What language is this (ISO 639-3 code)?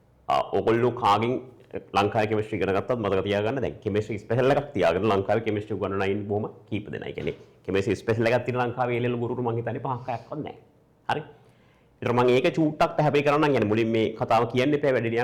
sin